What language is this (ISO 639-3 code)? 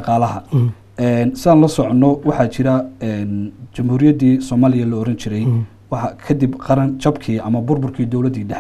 som